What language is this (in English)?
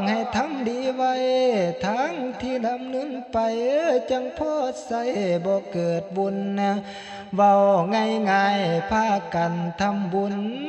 Northeastern Thai